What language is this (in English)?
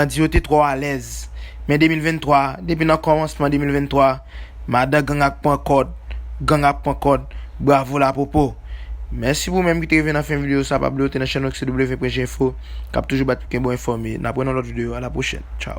Haitian Creole